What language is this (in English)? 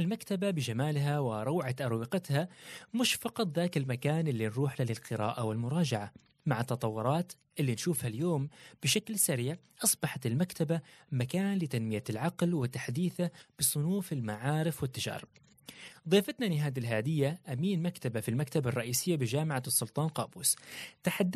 Gulf Arabic